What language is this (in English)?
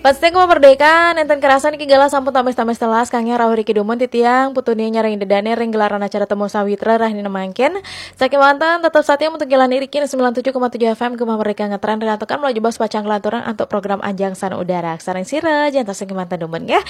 Balinese